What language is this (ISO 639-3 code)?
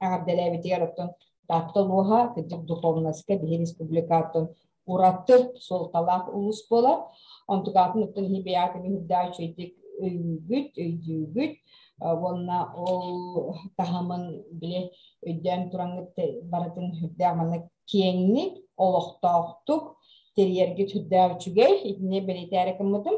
sah